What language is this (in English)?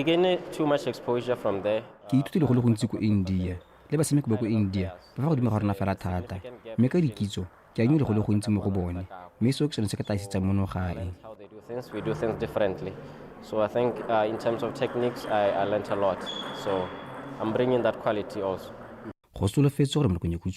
Tswana